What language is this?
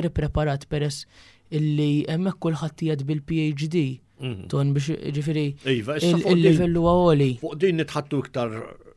Maltese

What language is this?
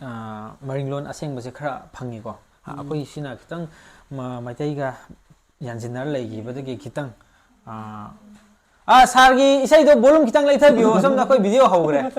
Manipuri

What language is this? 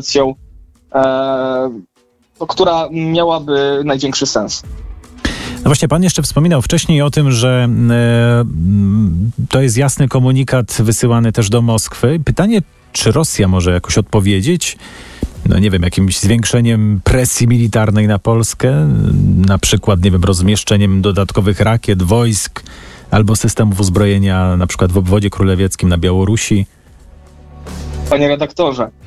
Polish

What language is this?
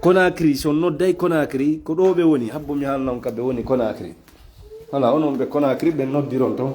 Fula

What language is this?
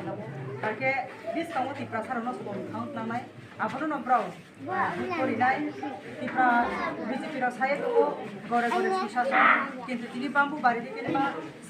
Riang (India)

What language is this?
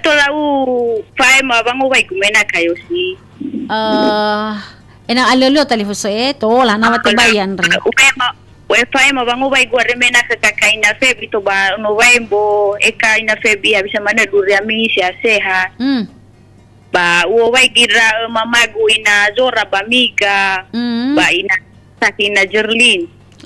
Nias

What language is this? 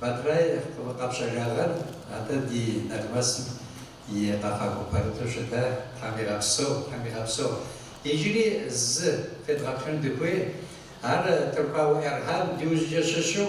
Kabardian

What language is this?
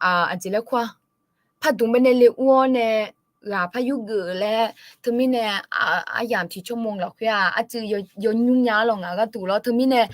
Akha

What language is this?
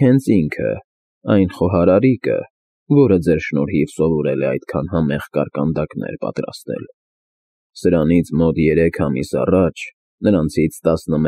Armenian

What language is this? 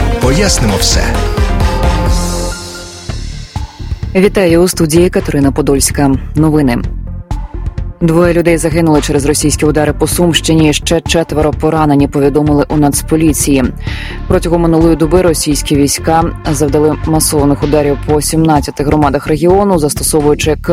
Ukrainian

